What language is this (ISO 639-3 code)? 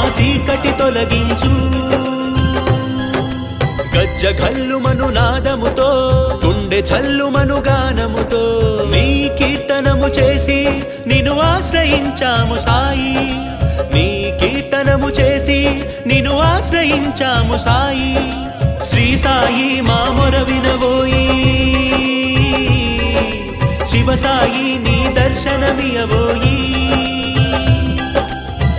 tel